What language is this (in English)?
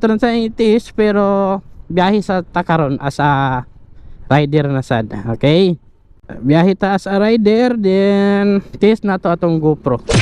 Cebuano